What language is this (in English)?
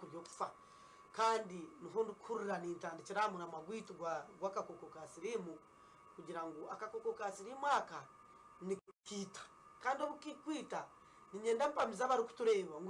Nyankole